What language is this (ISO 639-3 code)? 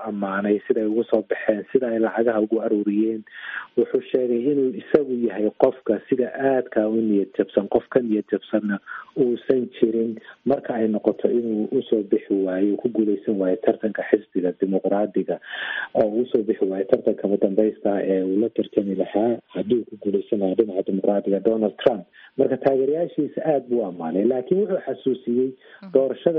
som